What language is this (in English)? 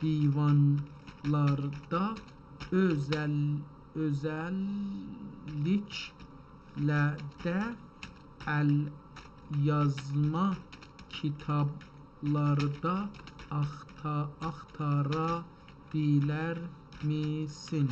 South Azerbaijani